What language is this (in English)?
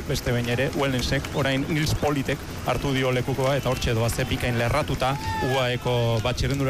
Basque